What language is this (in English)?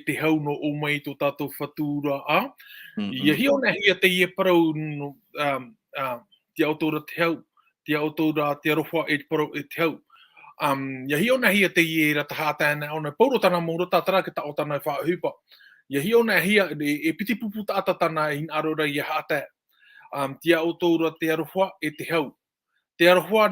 Tahitian